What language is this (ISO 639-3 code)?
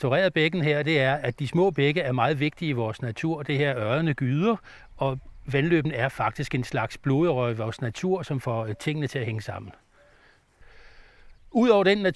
dan